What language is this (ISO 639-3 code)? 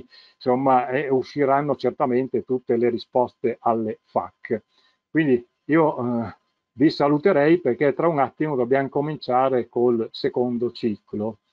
ita